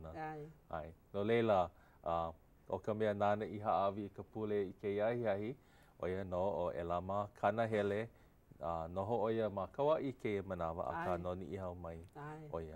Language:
Hawaiian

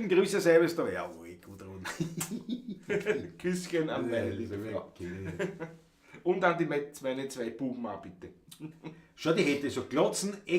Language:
Bavarian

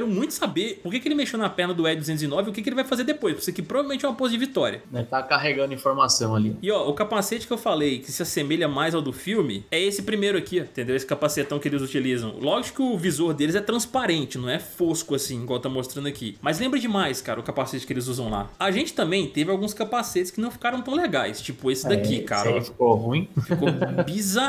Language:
Portuguese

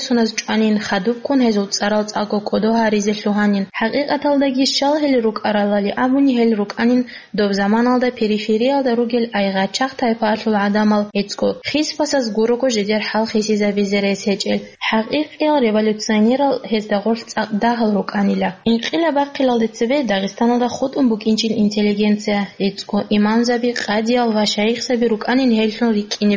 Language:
Avaric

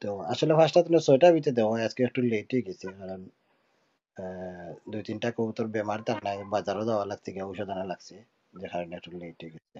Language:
Sylheti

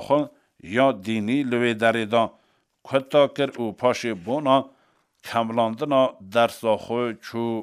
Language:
Kurdish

